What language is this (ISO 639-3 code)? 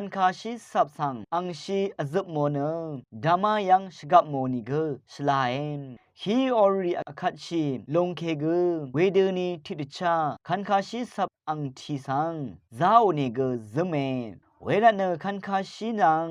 raw